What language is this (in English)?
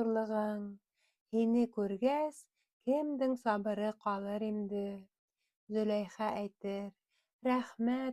Bashkir